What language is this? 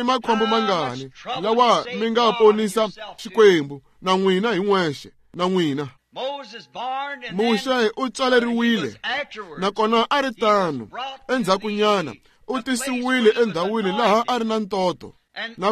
Tsonga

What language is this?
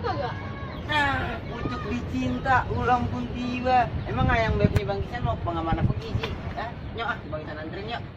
Betawi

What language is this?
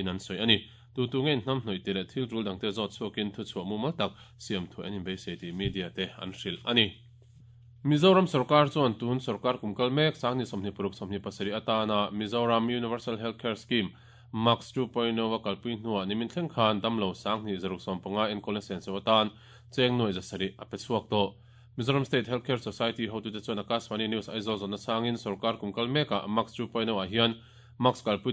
Mizo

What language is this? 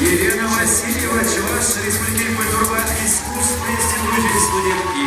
Chuvash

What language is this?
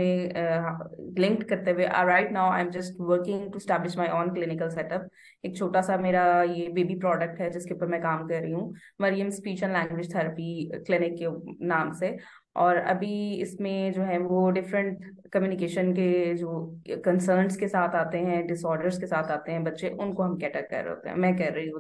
Hindi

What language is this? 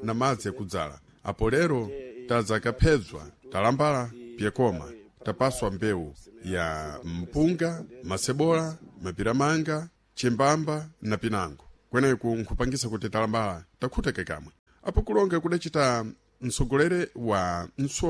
Sena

